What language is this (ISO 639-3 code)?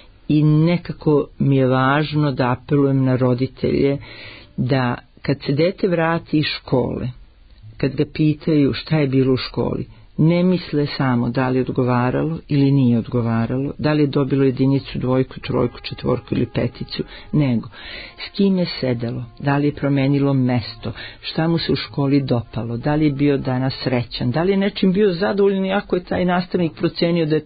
srp